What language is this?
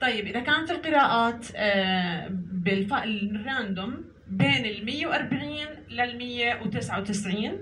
North Levantine Arabic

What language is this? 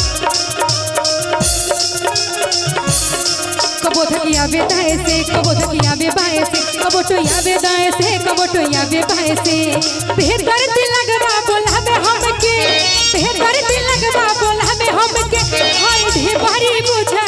Bhojpuri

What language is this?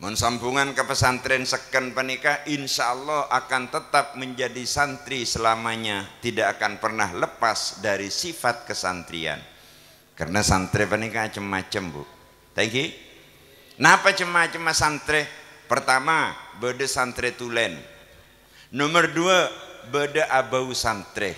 Madurese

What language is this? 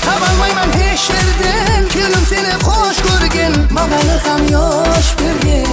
Kara-Kalpak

